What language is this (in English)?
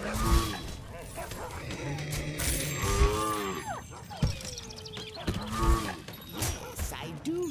English